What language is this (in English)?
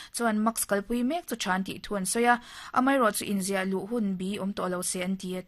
Mizo